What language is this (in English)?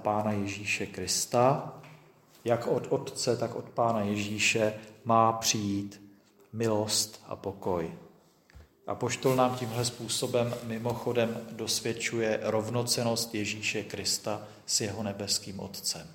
Czech